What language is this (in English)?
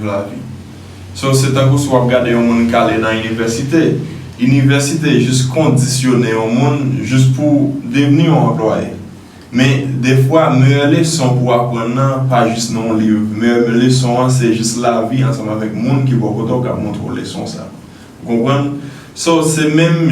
Haitian Creole